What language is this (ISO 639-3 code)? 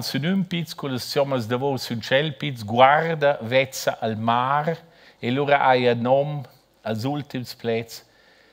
roh